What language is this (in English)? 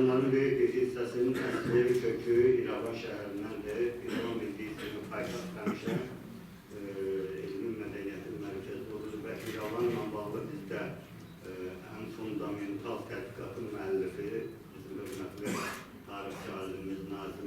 Azerbaijani